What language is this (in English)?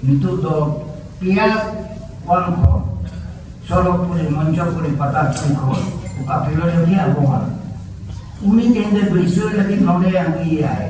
Santali